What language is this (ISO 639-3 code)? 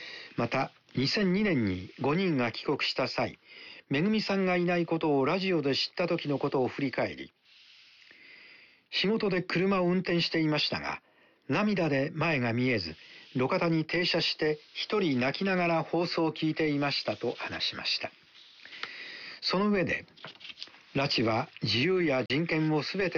jpn